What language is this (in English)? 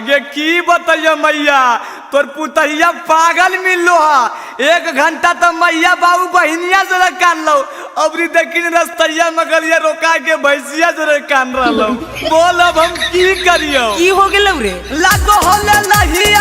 Magahi